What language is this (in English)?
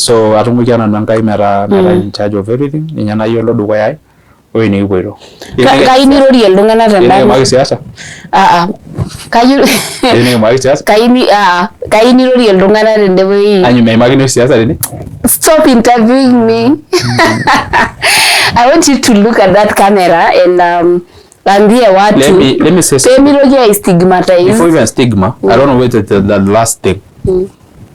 Masai